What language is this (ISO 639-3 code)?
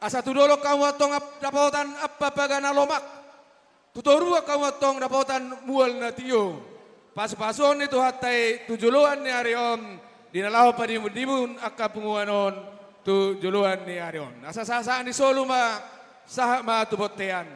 bbc